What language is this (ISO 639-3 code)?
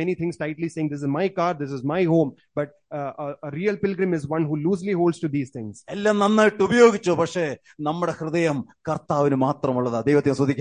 mal